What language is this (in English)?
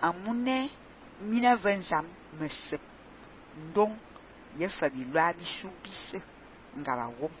Fang